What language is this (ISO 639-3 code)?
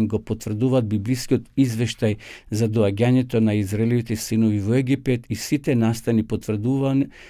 mkd